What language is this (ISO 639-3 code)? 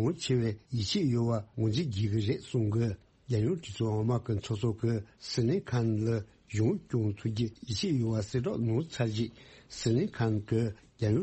bod